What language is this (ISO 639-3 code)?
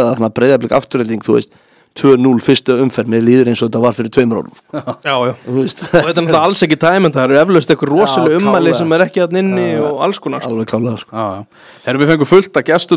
isl